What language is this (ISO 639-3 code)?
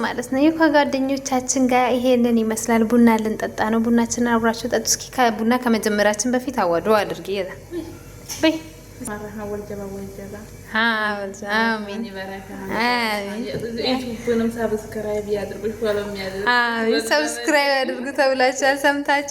amh